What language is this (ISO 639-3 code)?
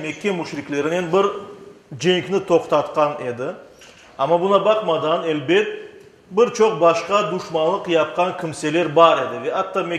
crh